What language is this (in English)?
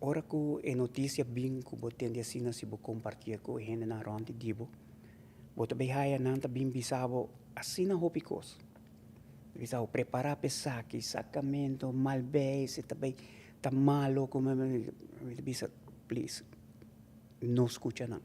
Papiamento